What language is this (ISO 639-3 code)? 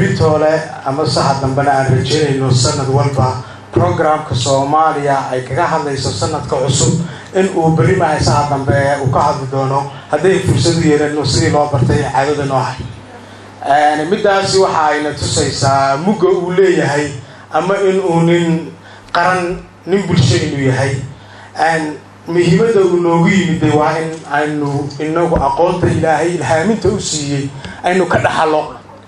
som